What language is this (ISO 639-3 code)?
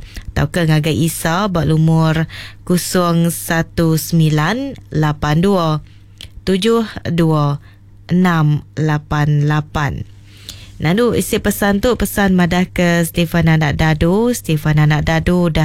iba